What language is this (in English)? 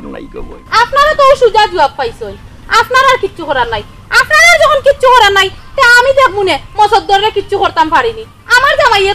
Sylheti